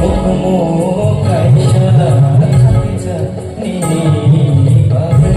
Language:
Kok Borok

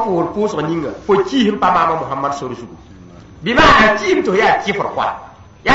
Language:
Mossi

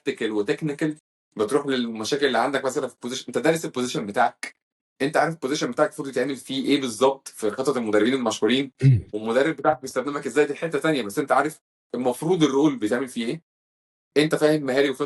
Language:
Egyptian Arabic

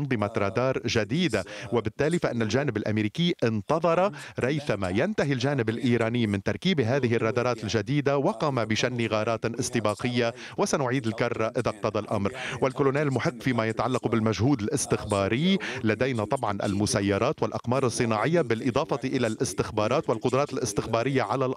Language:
Arabic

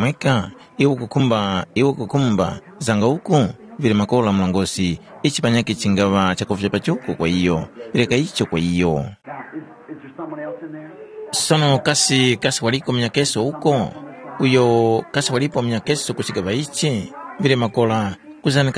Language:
Tumbuka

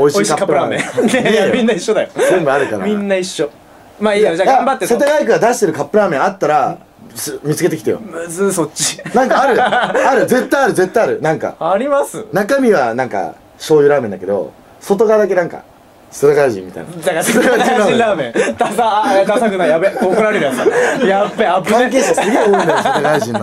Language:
Japanese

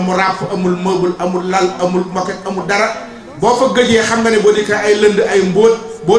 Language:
Wolof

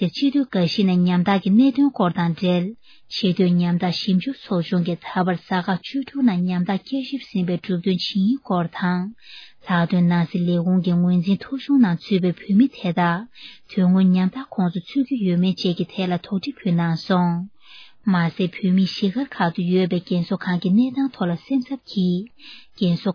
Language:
Tibetan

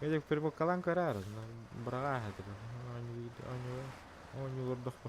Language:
Yakut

